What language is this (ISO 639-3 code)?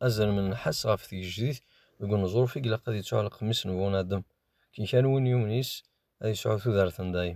kab